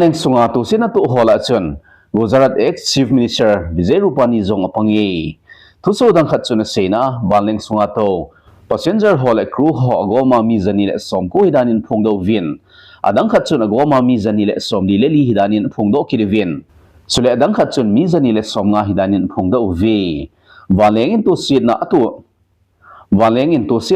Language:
Thado Chin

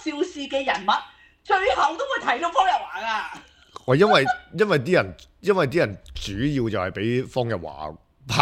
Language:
Cantonese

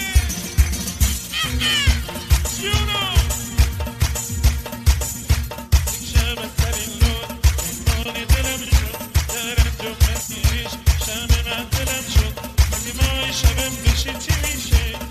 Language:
Persian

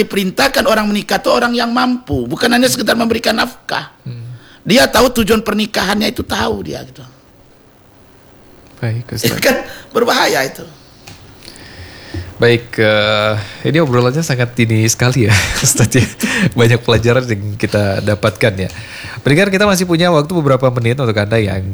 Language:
Indonesian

